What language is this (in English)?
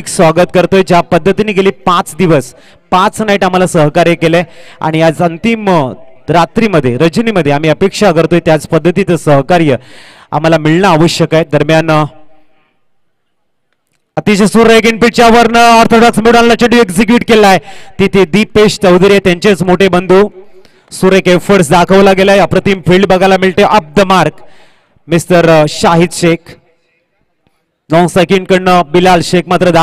Marathi